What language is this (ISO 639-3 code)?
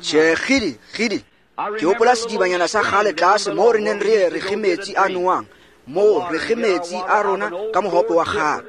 tsn